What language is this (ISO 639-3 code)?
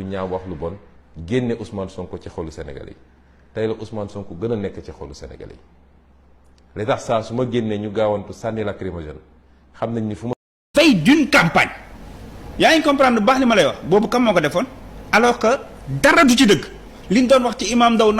wol